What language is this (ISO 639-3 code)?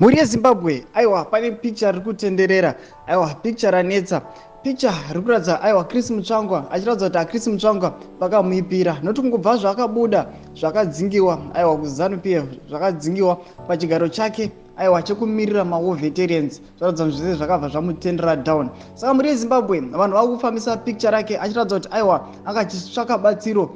sna